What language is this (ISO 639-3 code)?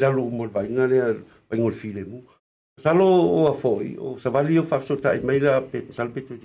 smo